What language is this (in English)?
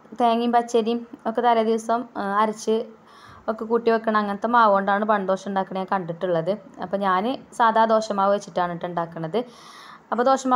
Malayalam